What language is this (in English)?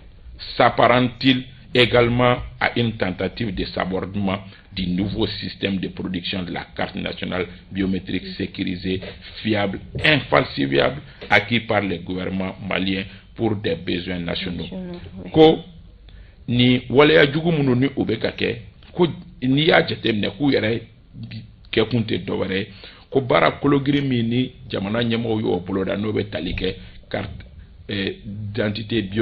Bambara